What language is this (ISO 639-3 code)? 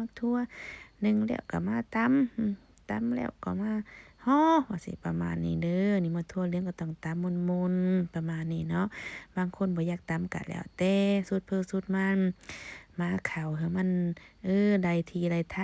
lao